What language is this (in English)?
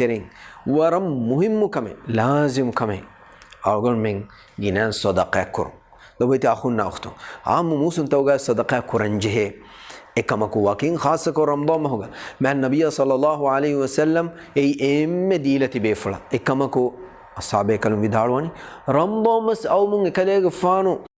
Divehi